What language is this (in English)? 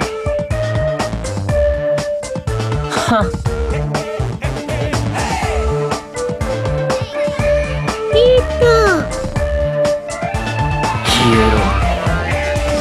Japanese